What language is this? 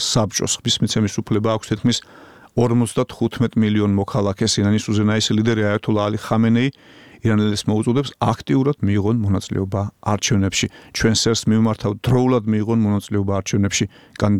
Georgian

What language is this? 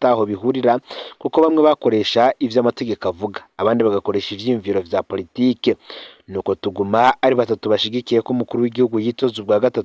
Rundi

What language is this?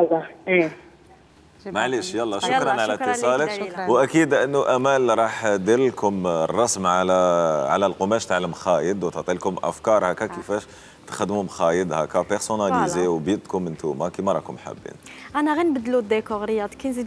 Algerian Arabic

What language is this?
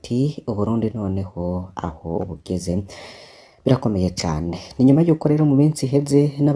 Rundi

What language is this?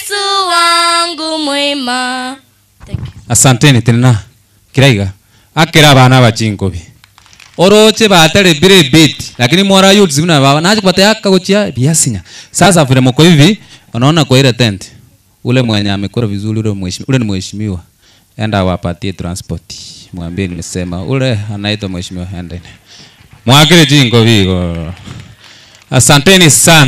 Gusii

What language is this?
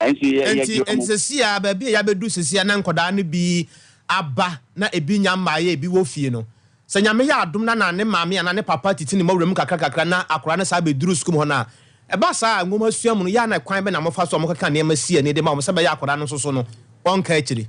Akan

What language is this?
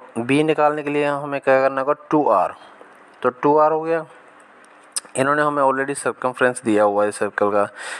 Hindi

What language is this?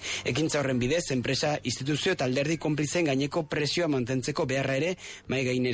Basque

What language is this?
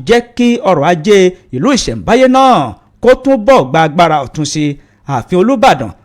Yoruba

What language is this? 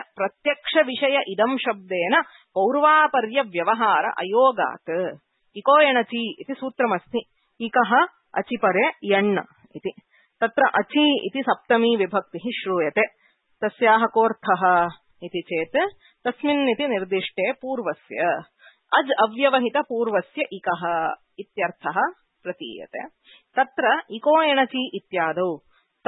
Sanskrit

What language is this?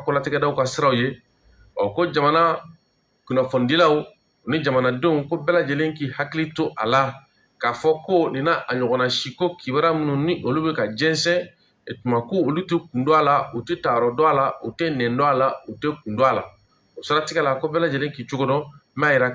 Bambara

